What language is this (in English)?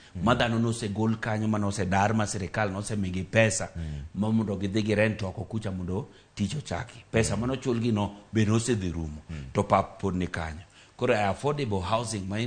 Luo (Kenya and Tanzania)